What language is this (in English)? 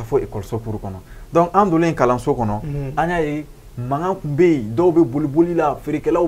Bambara